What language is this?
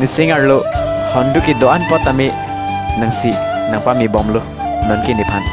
Karbi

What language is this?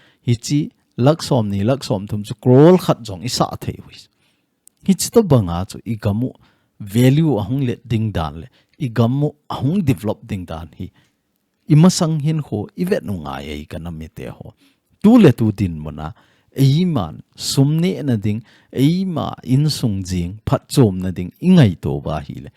Thado Chin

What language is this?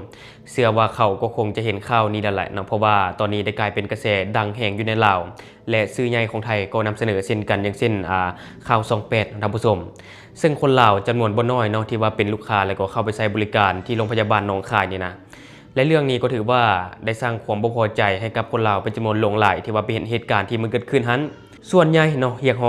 Lao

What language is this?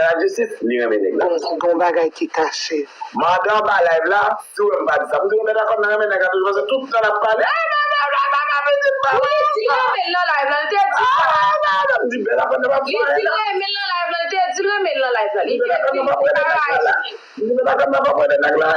Haitian Creole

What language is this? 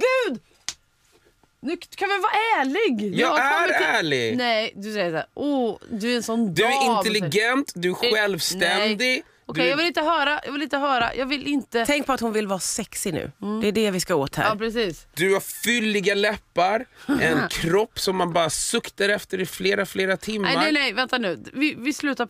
Swedish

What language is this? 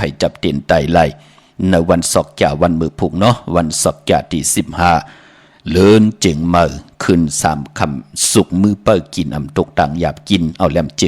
Shan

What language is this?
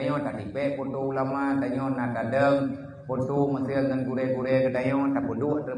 Achinese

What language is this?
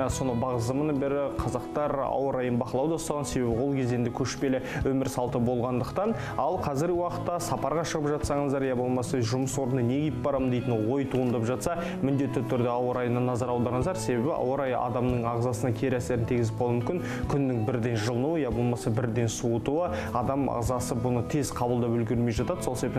Kazakh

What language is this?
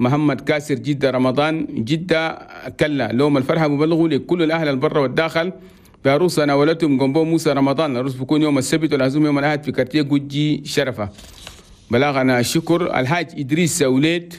Chadian Arabic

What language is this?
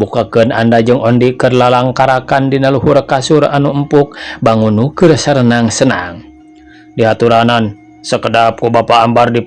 Sundanese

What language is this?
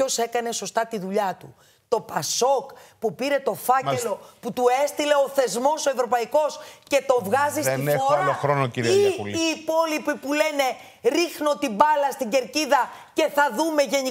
Greek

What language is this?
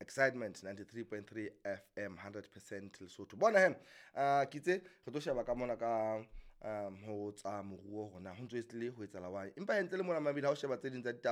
Southern Sotho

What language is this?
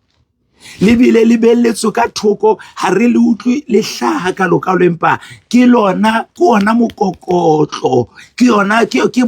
Southern Sotho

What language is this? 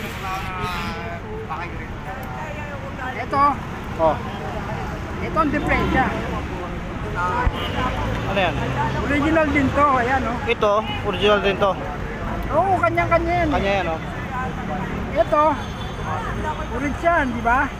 Filipino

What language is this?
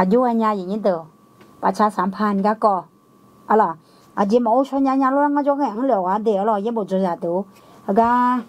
Akha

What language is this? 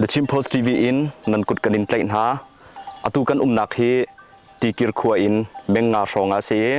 Hakha Chin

